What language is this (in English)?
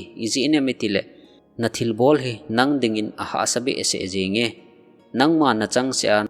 Thado Chin